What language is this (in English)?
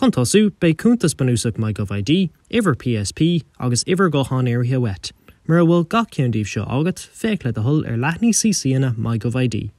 Irish